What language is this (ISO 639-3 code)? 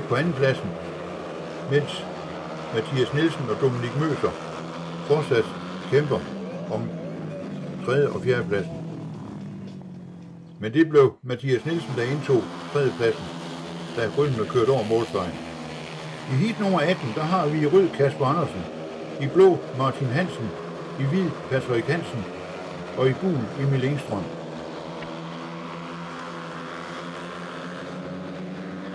dan